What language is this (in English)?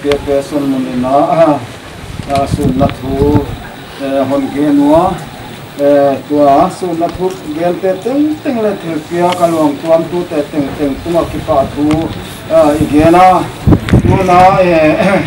Paite Chin